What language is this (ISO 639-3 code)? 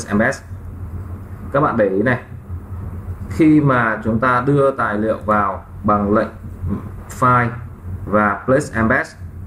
vie